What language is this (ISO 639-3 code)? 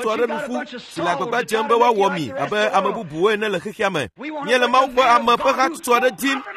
ewe